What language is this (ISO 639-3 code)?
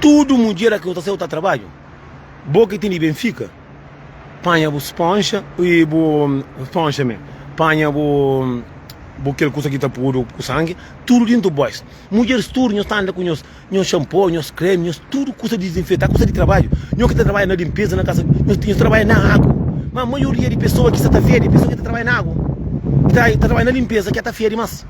kea